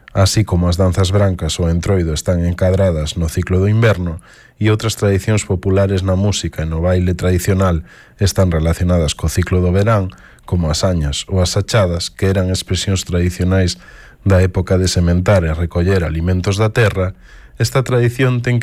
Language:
Galician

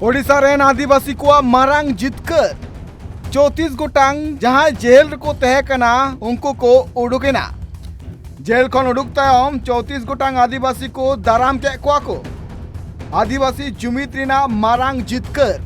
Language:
Santali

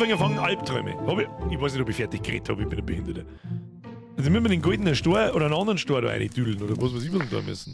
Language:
Bavarian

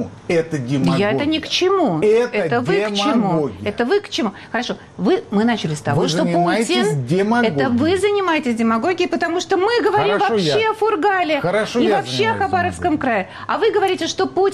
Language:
Russian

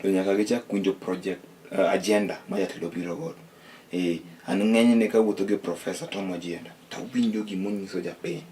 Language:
Luo (Kenya and Tanzania)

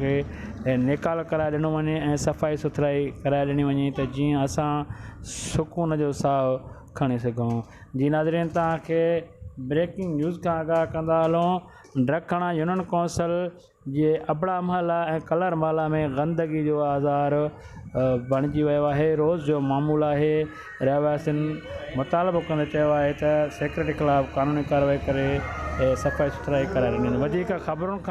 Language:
Sindhi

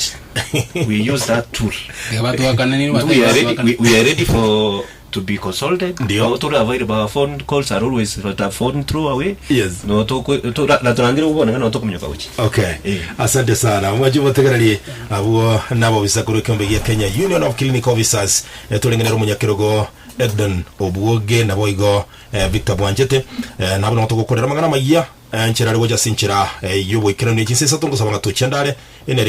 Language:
Gusii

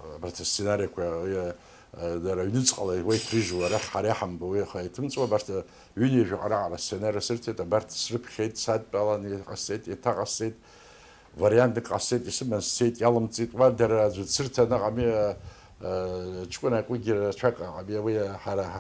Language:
Abkhazian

